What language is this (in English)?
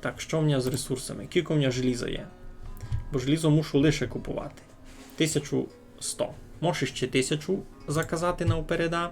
Rusyn